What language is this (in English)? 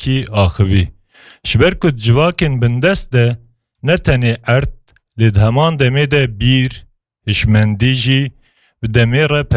Kurdish